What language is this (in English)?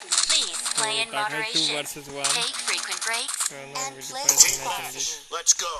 Kok Borok